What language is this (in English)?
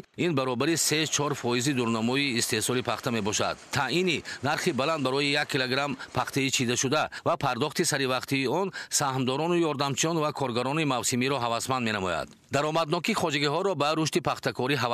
Tajik